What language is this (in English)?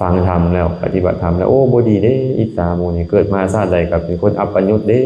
Lao